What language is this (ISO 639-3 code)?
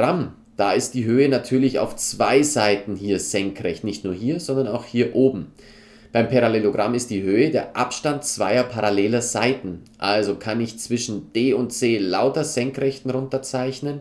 deu